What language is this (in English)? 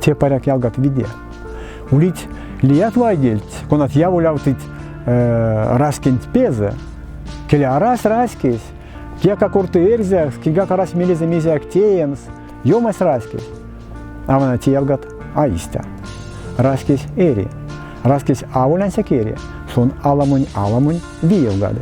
Erzya